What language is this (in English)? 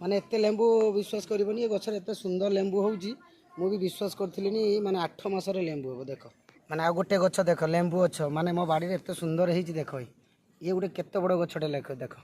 Odia